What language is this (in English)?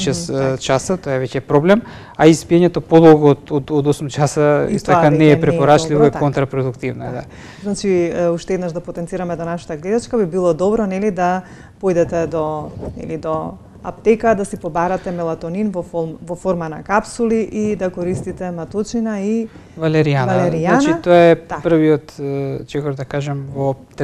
Macedonian